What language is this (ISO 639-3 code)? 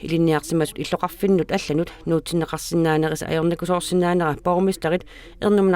kal